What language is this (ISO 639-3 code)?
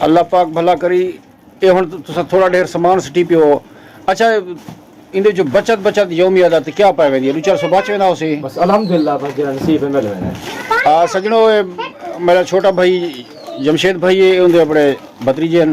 skr